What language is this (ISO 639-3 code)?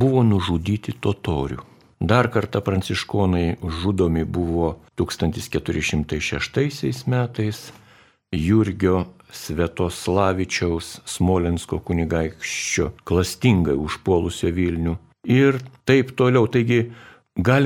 lit